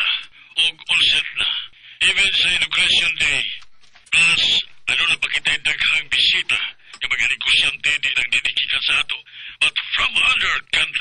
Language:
Cebuano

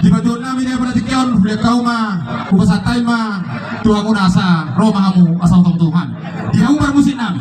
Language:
Batak Toba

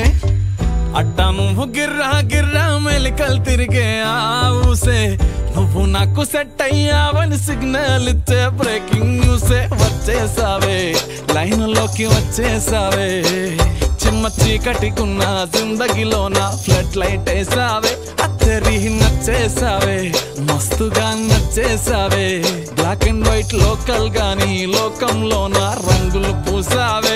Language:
Telugu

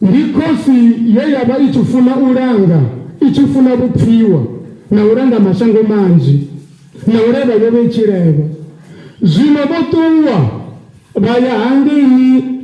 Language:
Venda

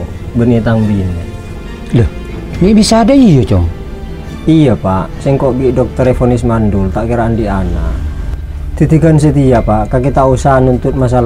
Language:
Madurese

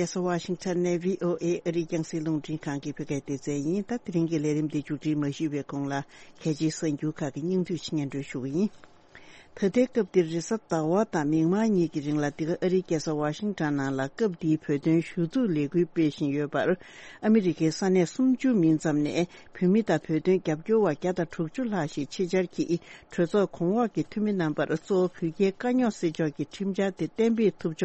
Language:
Tibetan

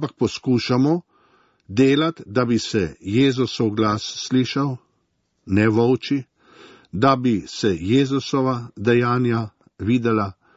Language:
Slovenian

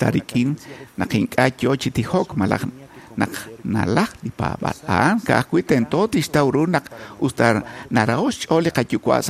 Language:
Kekchí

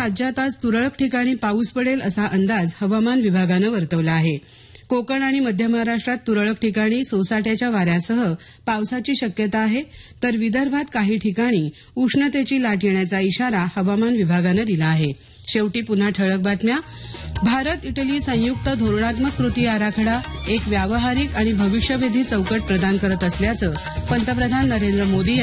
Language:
Marathi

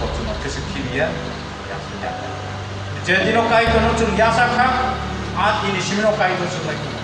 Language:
Kok Borok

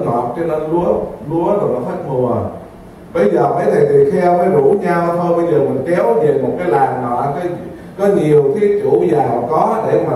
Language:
Vietnamese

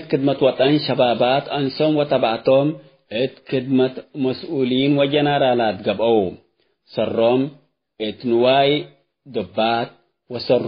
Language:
Tigre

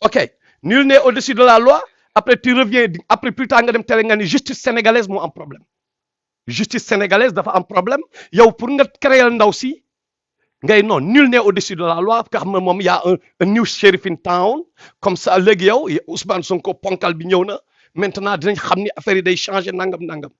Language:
Wolof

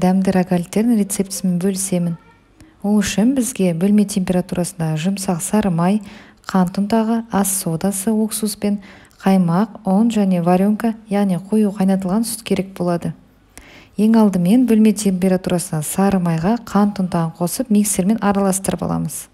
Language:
Kazakh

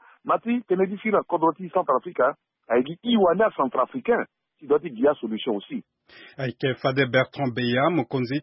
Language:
Sango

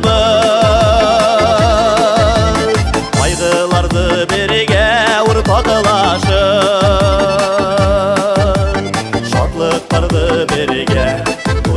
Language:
Bashkir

